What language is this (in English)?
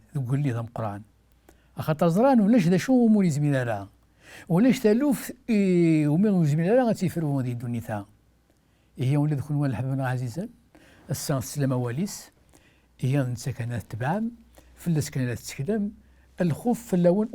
Kabyle